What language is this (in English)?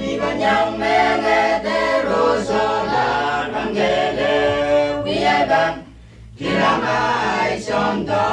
Pohnpeian